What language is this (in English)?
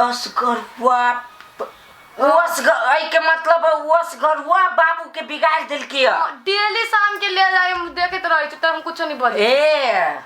Maithili